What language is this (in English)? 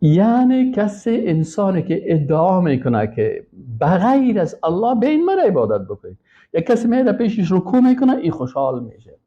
Persian